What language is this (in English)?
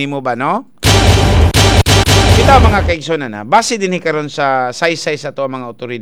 Cebuano